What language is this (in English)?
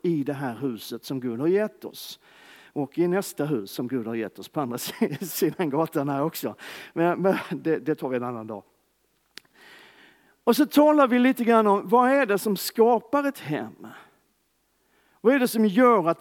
Swedish